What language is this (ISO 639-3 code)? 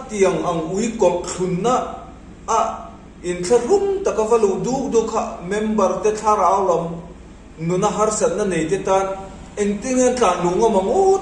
lus